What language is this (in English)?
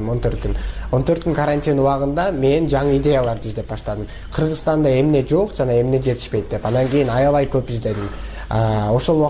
Kyrgyz